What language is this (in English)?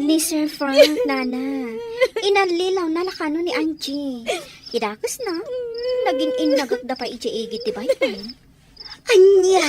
Iloko